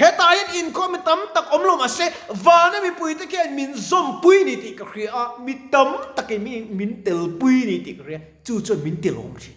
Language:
Mizo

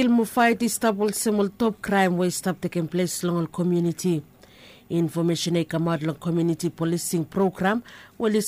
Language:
Bislama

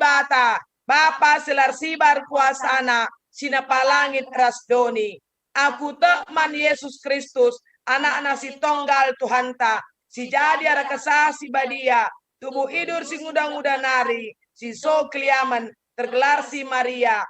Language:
Batak Karo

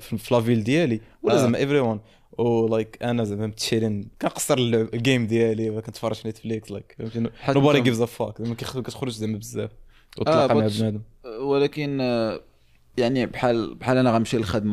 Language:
Moroccan Arabic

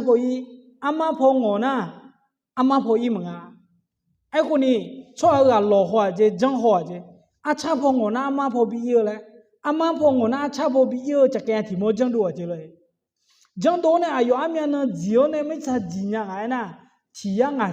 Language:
Akha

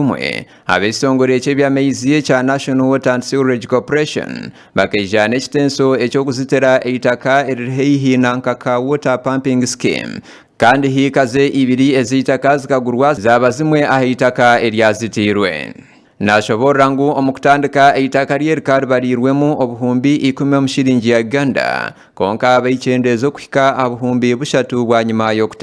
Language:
Nyankole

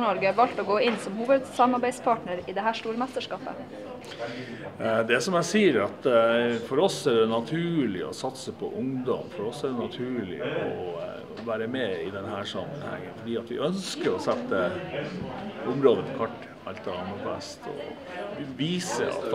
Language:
Norwegian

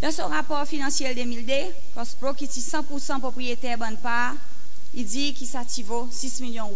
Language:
Seselwa Creole French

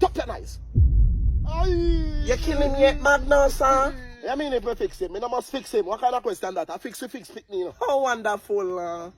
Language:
Jamaican Creole English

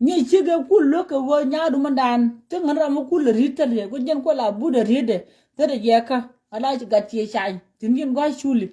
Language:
Nuer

